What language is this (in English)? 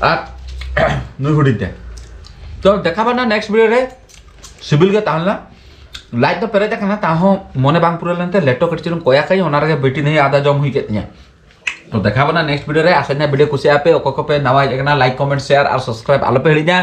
Santali